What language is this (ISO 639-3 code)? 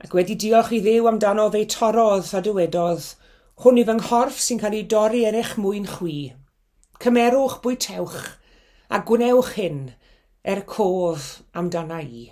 cym